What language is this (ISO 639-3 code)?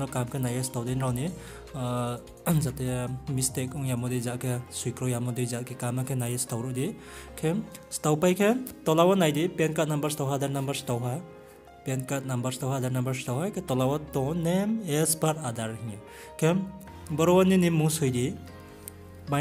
ria